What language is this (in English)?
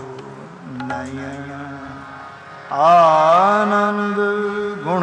Punjabi